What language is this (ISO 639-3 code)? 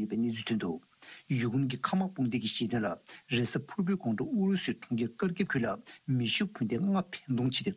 bod